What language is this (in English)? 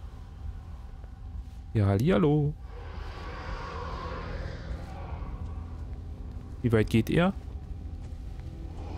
German